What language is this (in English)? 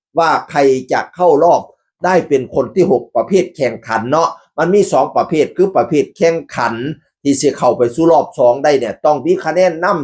Northeastern Thai